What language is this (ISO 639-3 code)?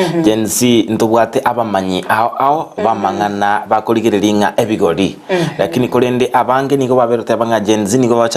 guz